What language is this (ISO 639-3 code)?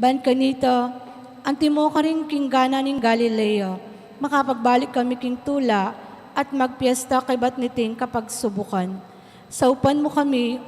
pam